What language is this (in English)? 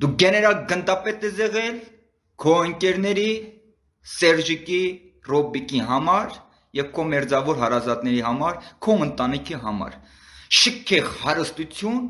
Armenian